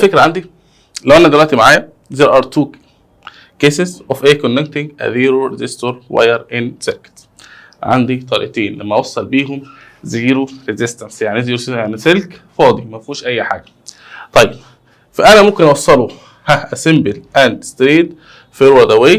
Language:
Egyptian Arabic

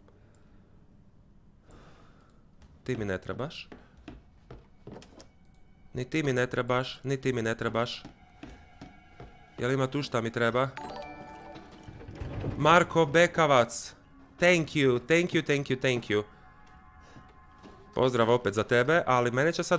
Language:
Croatian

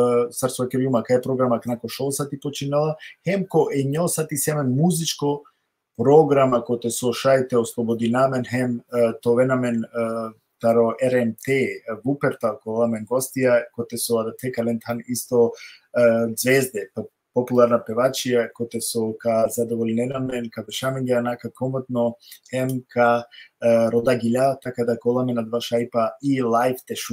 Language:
Balkan Romani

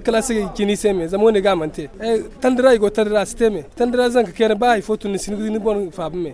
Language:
Zarma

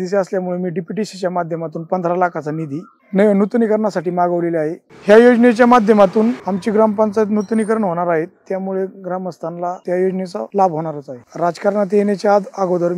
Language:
Marathi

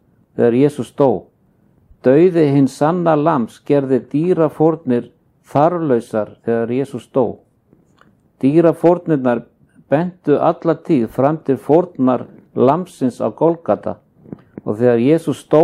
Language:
Icelandic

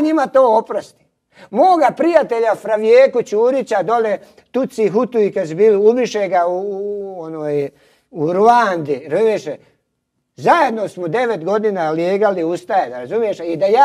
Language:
Croatian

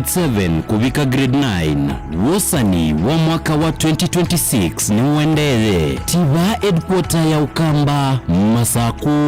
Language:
Kamba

